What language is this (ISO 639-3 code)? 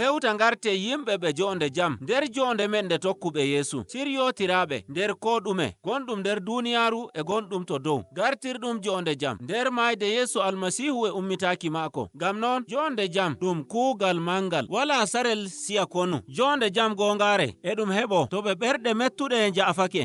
fuv